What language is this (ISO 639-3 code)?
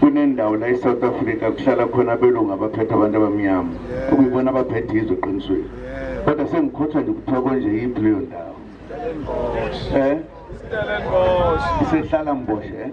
zul